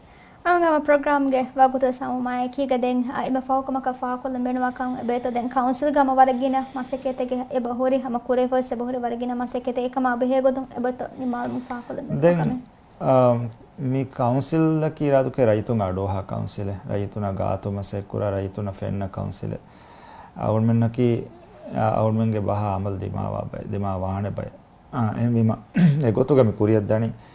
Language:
Divehi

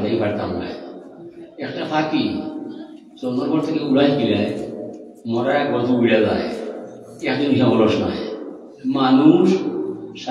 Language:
Sylheti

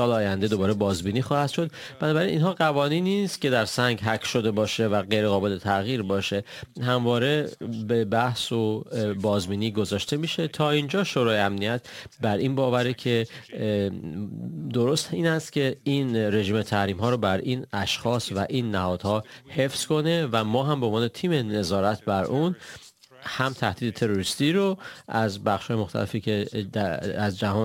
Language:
Persian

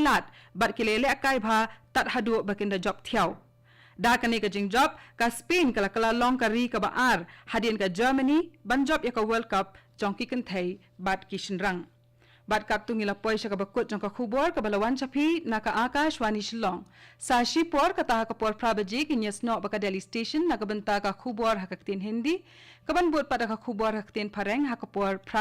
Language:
Khasi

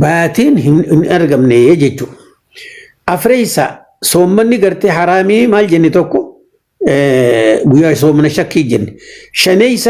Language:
Oromo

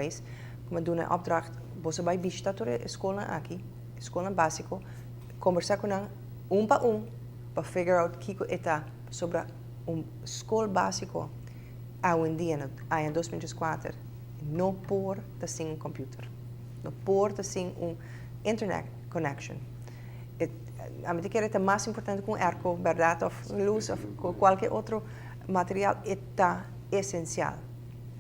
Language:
Papiamento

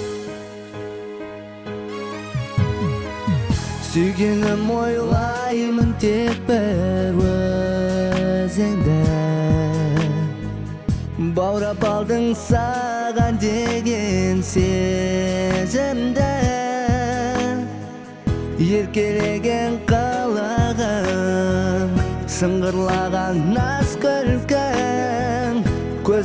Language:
Kazakh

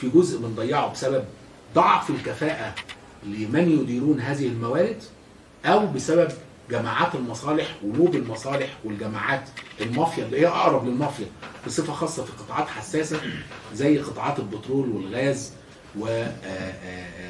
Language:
Egyptian Arabic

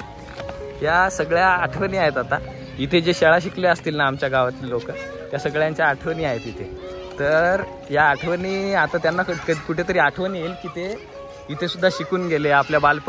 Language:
Marathi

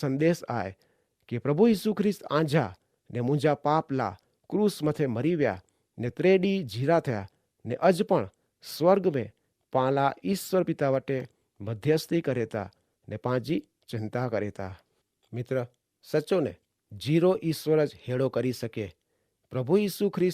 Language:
Kachhi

